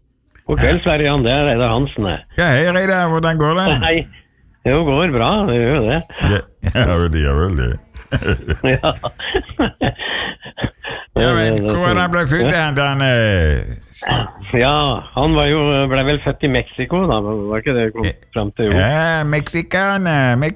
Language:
Norwegian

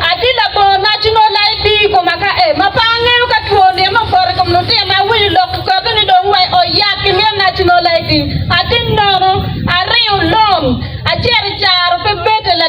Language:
Acoli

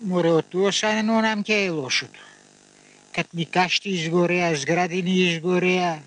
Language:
Macedonian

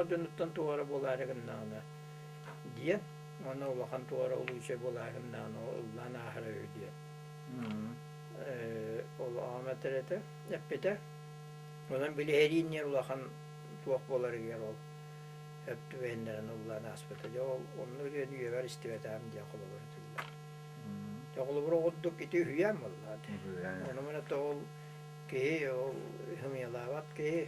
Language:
Yakut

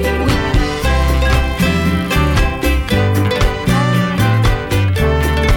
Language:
French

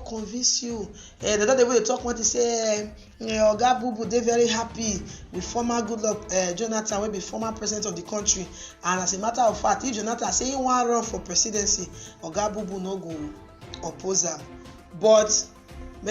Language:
Nigerian Pidgin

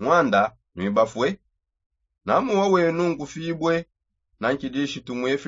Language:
Songe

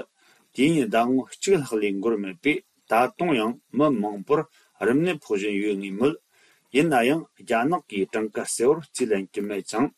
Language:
Tibetan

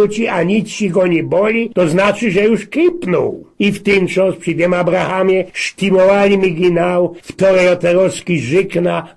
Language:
Silesian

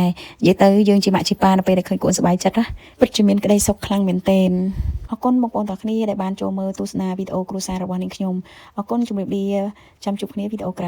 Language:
Khmer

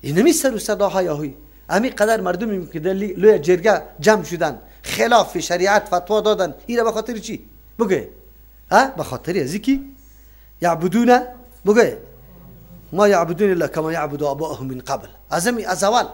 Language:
Persian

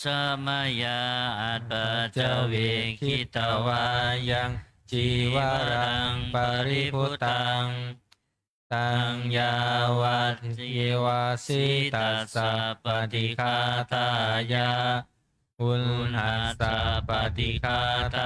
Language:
Pali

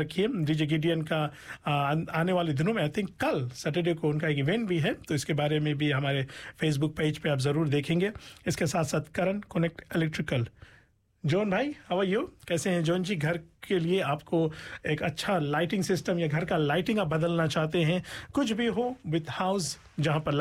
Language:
Hindi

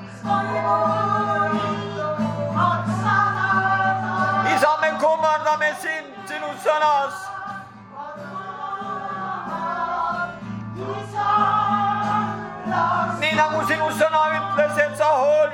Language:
Estonian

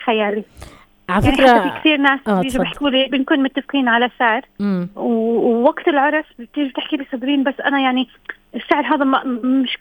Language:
North Levantine Arabic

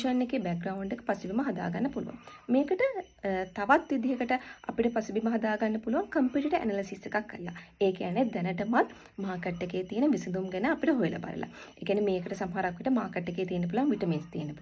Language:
Sinhala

